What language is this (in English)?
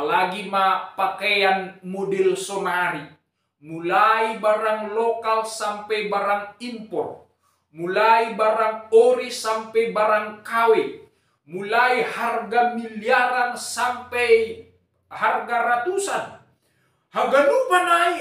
Batak Simalungun